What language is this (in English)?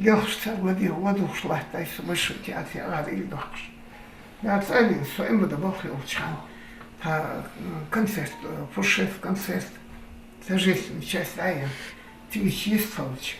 Ingush